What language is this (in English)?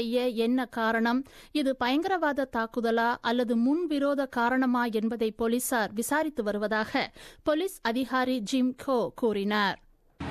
Tamil